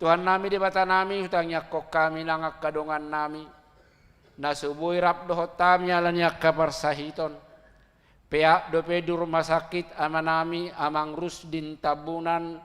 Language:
Batak Toba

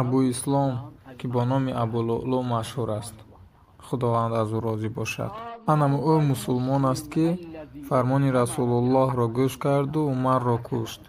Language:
Tajik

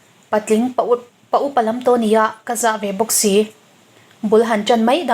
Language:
Mizo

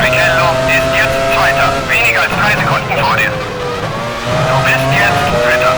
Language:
Bavarian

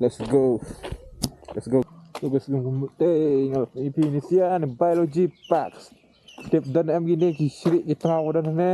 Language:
Khasi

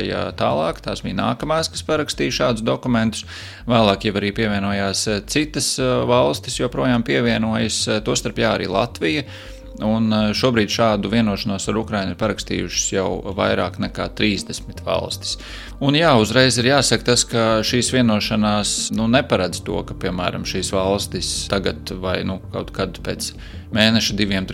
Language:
Latvian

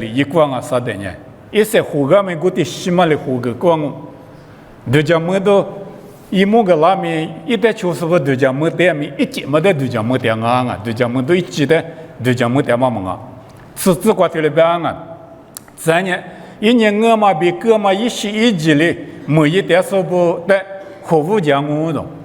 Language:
Lisu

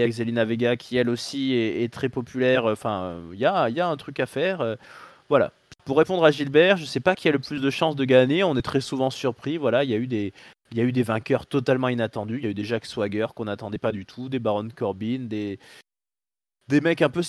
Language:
French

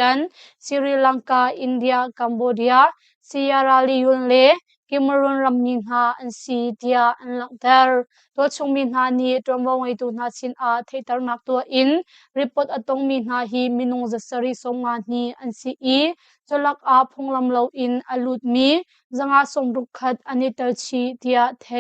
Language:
Hakha Chin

